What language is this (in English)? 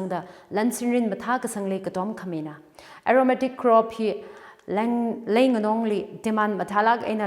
Tangkhul Naga (India)